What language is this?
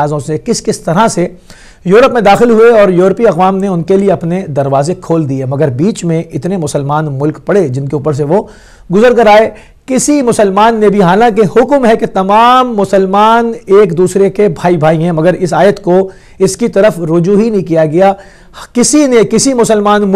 Urdu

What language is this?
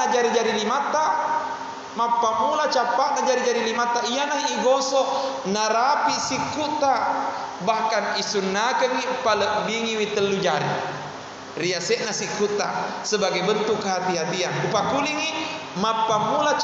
Buginese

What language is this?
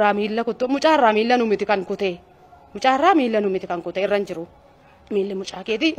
Oromo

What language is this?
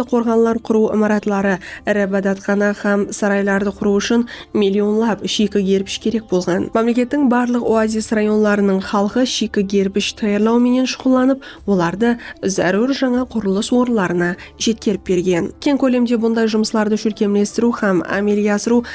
Kara-Kalpak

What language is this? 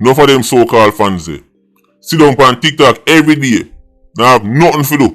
Jamaican Creole English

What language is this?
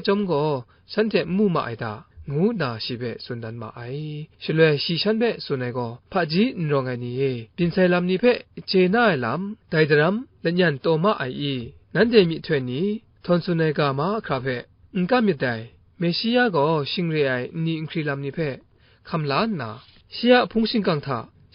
Kachin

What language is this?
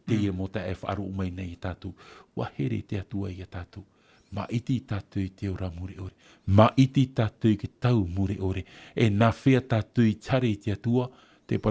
Tahitian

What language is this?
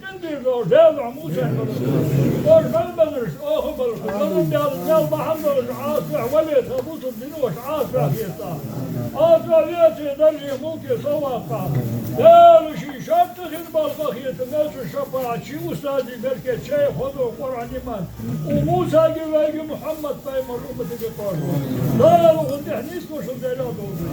Ingush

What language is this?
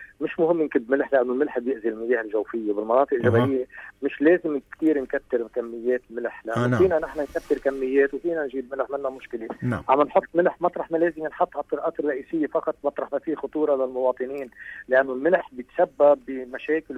North Levantine Arabic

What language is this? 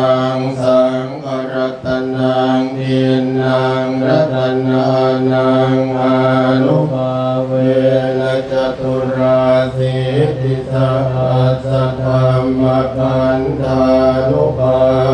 Pali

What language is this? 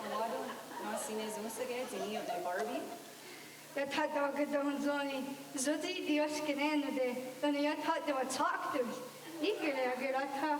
Mohawk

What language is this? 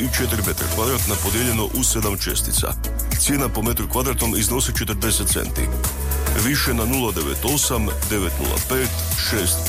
Croatian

